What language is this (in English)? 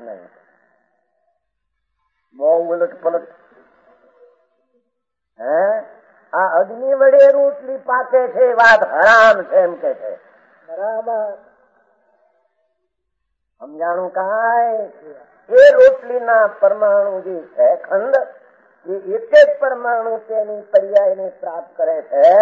Gujarati